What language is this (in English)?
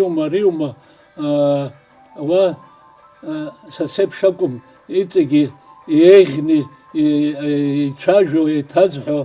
Abkhazian